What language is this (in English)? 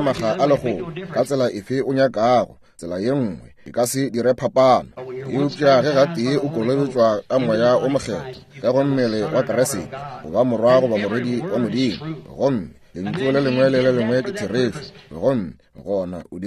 Northern Sotho